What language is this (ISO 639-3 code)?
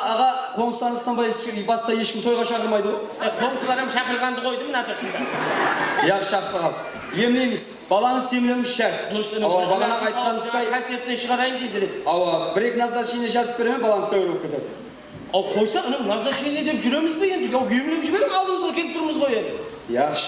kaa